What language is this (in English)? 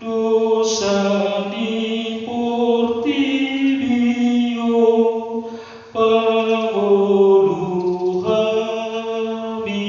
Batak Toba